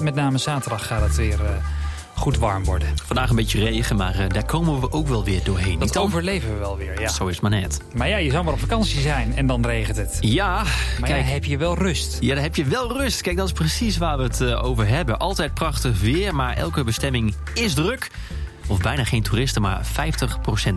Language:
Dutch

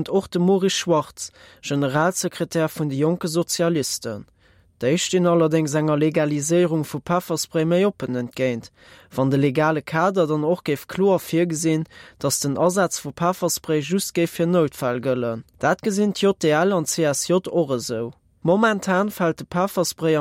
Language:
Luxembourgish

